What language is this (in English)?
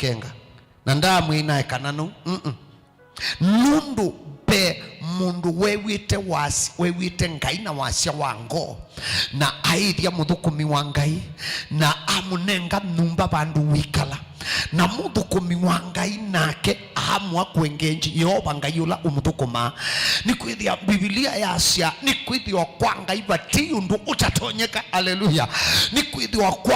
Kamba